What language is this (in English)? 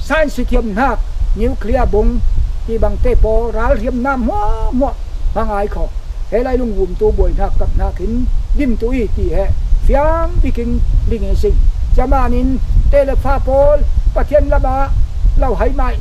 Falam Chin